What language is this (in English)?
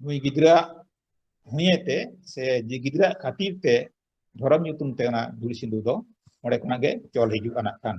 Santali